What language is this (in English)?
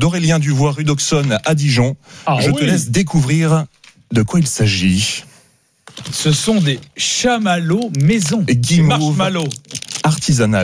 French